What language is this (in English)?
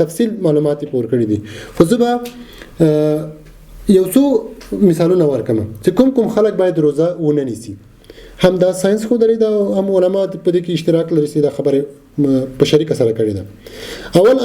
Pashto